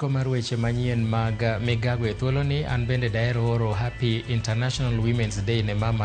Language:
Luo (Kenya and Tanzania)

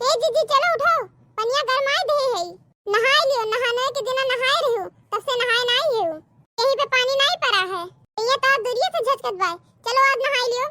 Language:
Awadhi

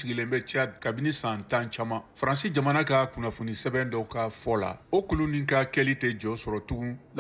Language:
Bambara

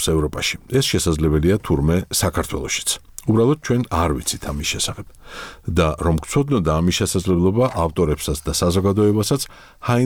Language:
Georgian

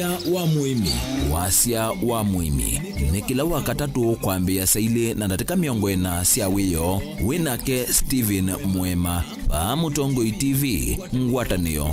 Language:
Kamba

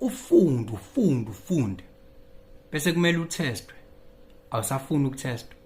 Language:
Zulu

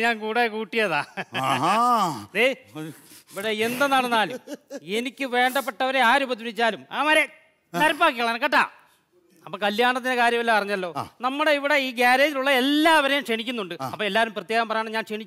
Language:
Malayalam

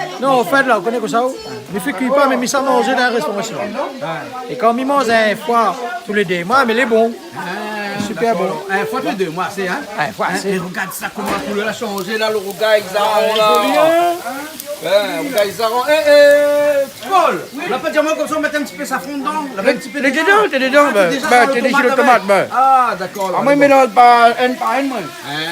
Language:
Réunion Creole French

